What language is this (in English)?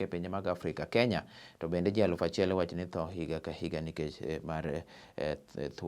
Luo (Kenya and Tanzania)